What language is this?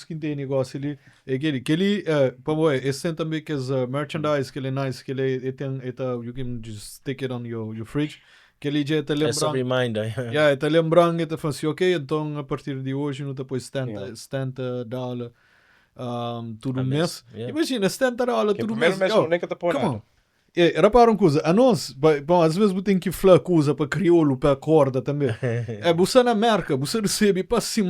Kabuverdianu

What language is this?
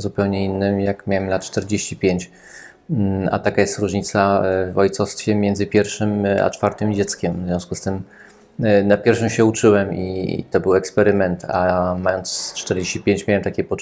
Polish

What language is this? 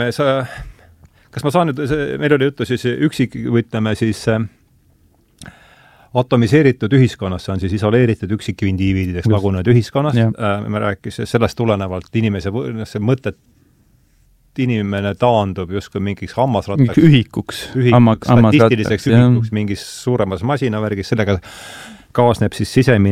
Estonian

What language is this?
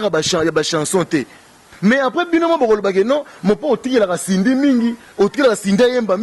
Lingala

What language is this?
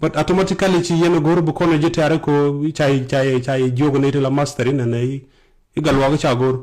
Nuer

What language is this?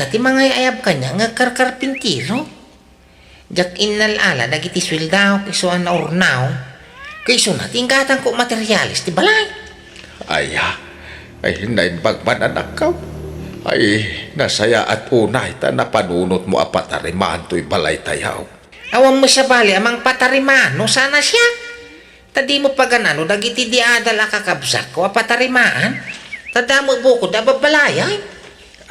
Iloko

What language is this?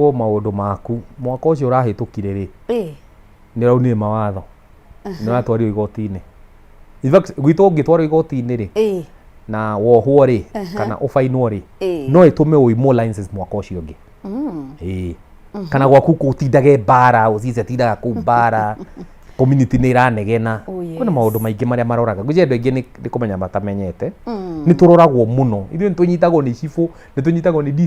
Kikuyu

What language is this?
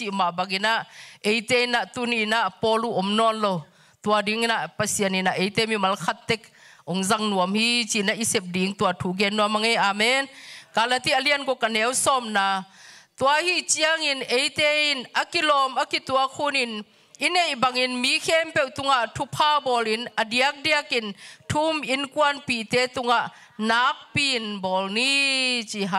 Tedim Chin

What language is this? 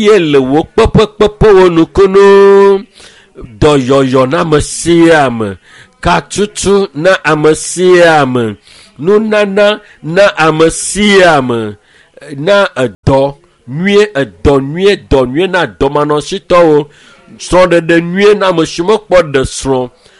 Ewe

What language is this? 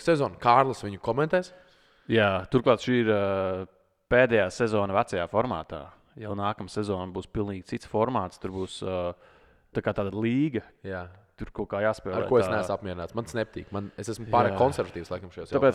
Latvian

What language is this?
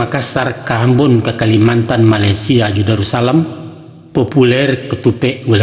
Minangkabau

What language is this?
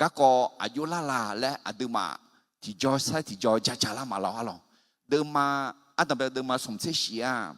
Akha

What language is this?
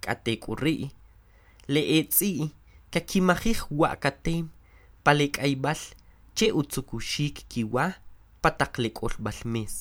Kʼicheʼ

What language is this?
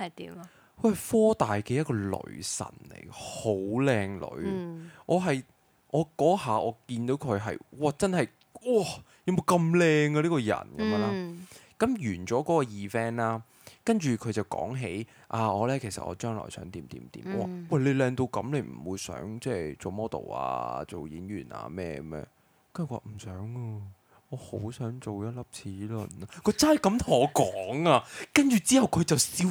Cantonese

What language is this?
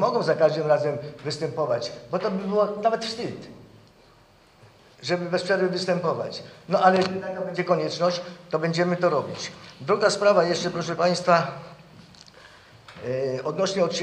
Polish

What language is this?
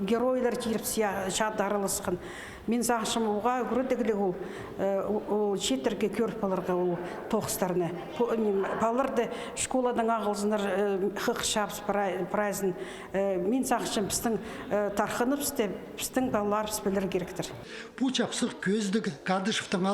Khakas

